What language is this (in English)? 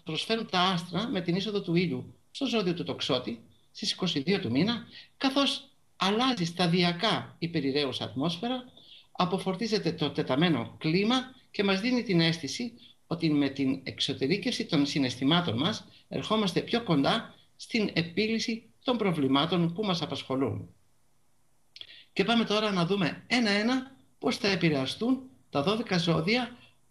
Greek